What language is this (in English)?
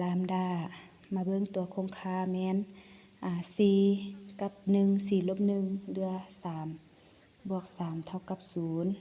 Lao